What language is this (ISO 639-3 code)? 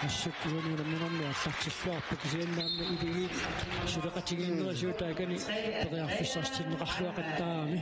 kal